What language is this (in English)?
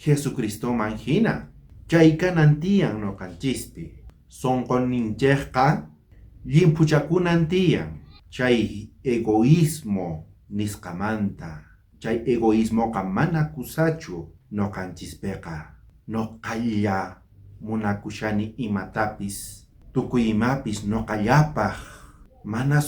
South Bolivian Quechua